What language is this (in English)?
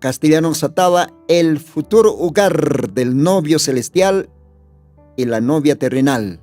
Aymara